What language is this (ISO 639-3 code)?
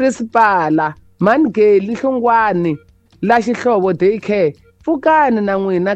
tso